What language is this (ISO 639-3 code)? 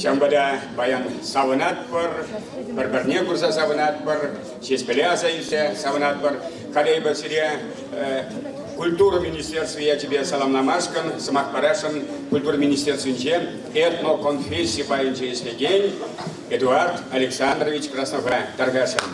chv